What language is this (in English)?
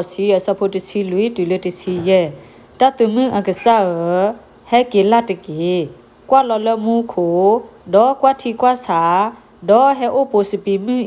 S'gaw Karen